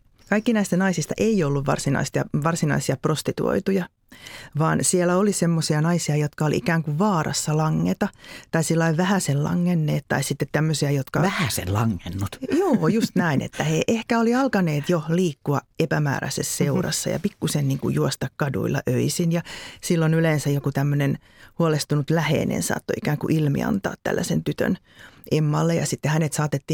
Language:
Finnish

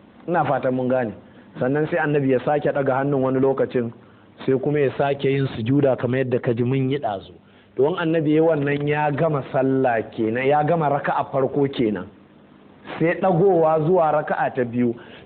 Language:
Hausa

